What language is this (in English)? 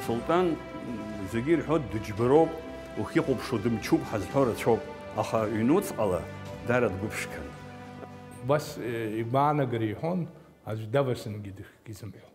Abkhazian